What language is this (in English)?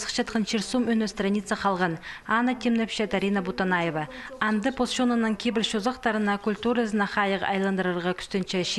Khakas